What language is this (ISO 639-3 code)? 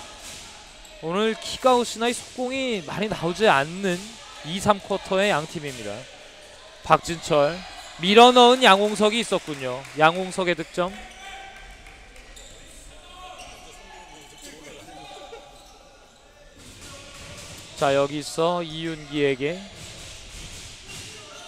kor